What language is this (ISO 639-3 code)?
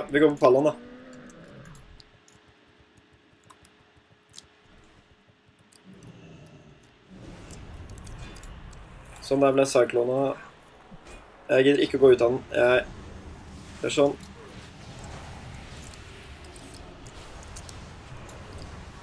nor